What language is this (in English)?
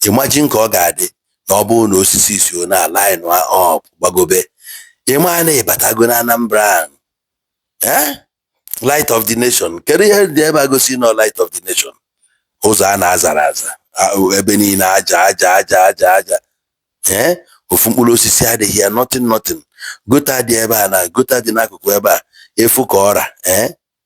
Igbo